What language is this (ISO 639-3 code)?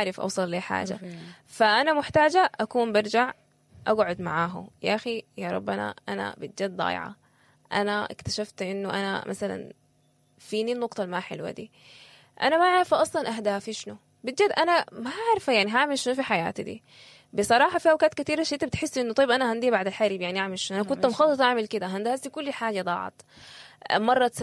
apd